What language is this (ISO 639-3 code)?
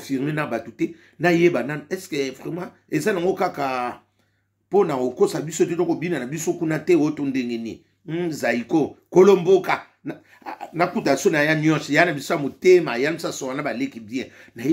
lin